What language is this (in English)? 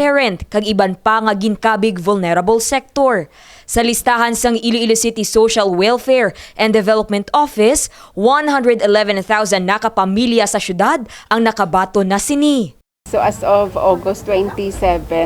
Hiligaynon